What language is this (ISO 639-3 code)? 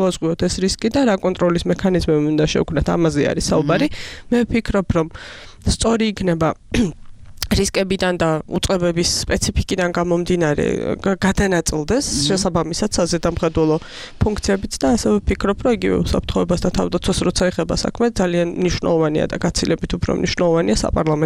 kat